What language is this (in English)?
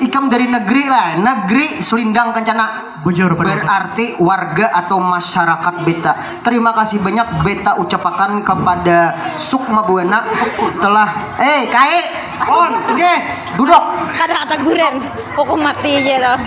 Banjar